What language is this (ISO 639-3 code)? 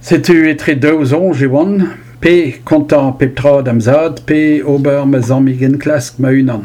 bre